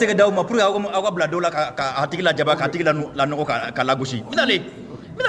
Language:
Mandingo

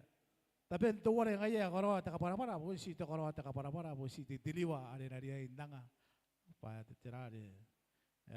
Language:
Gilbertese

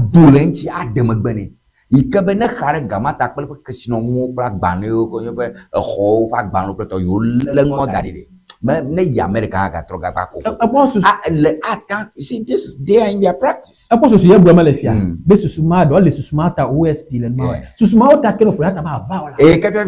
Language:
Ewe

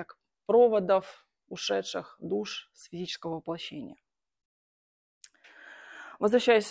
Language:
Russian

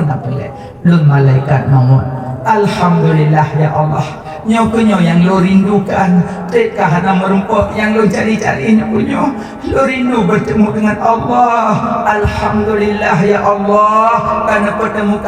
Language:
Achinese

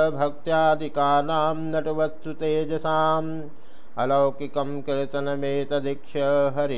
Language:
Sanskrit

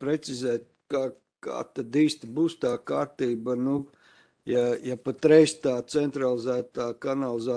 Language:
Latvian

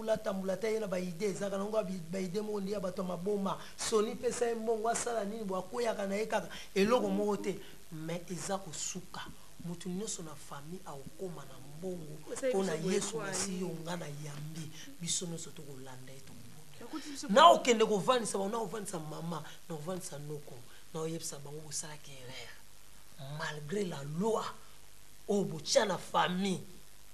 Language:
Lingala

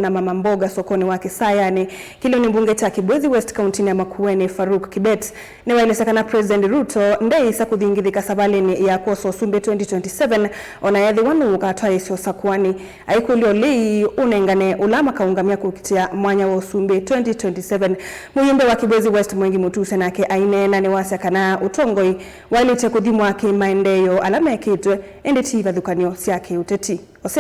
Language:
Kamba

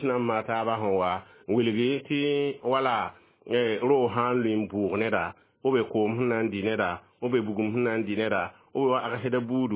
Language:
Mossi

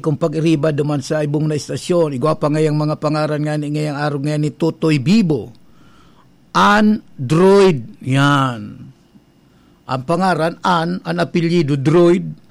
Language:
Bikol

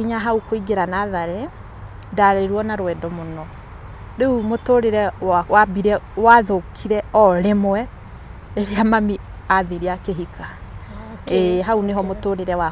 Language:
Kikuyu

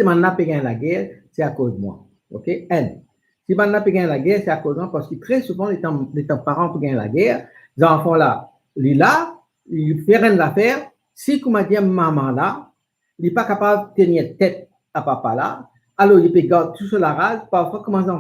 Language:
Morisyen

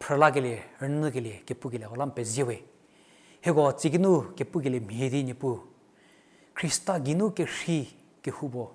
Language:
Angami Naga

